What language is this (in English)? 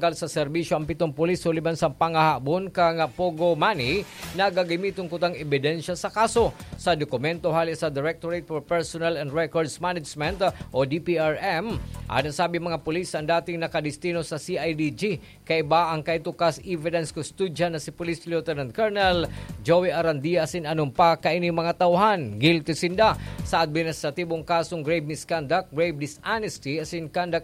Bikol